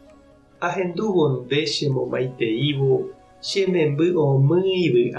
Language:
Guarani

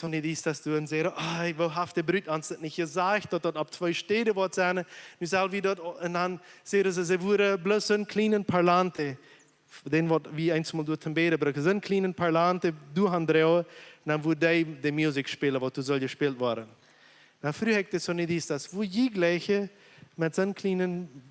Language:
Plautdietsch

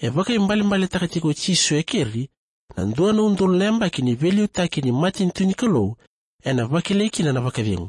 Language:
Fijian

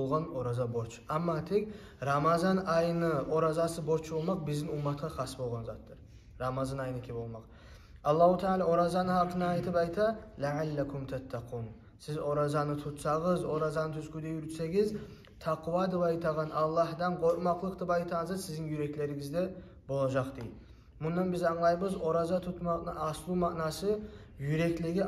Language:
Kumyk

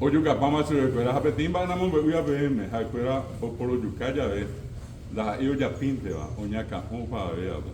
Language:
Guarani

